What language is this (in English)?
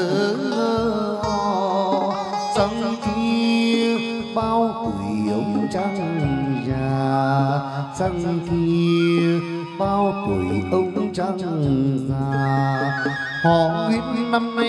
Vietnamese